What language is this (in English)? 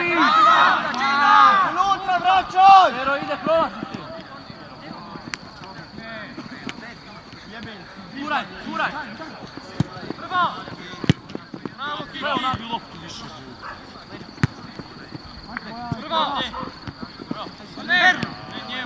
Croatian